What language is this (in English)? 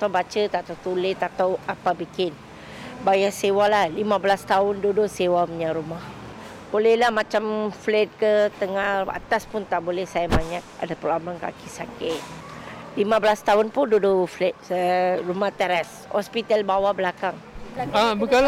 Malay